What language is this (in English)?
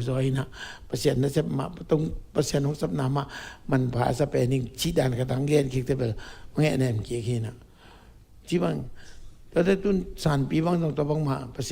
Tedim Chin